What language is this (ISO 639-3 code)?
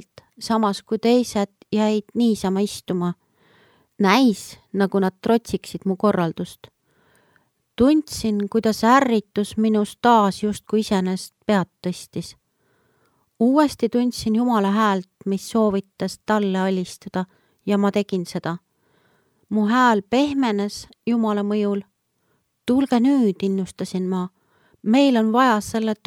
est